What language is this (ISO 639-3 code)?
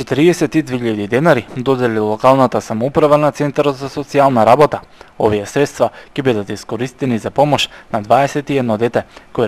mkd